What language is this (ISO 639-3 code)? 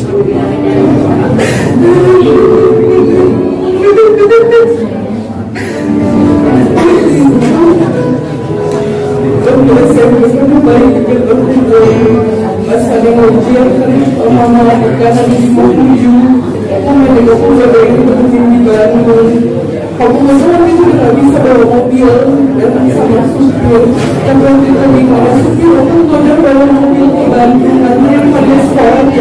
akb